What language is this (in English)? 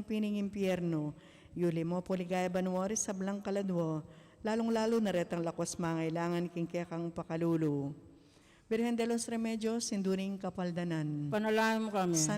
Pampanga